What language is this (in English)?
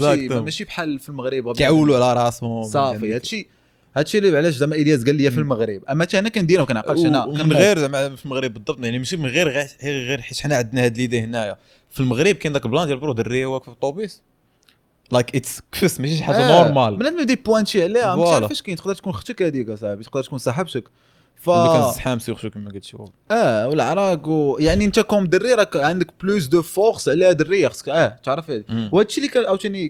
Moroccan Arabic